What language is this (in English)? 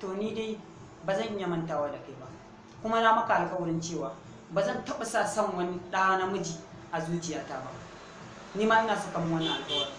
Hausa